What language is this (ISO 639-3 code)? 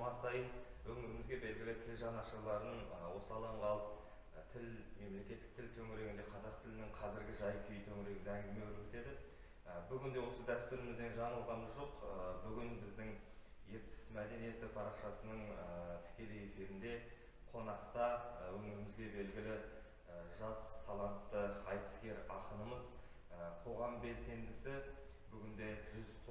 kaz